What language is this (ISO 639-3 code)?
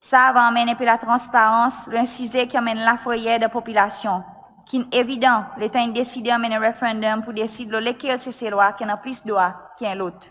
crs